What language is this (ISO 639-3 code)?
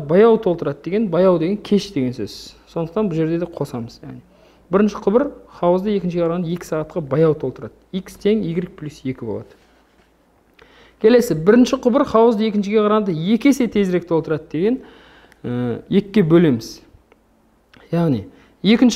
kaz